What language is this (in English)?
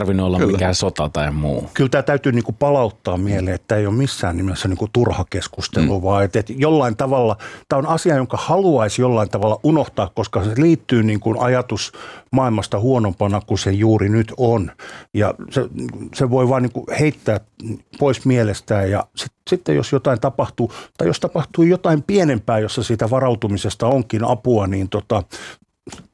Finnish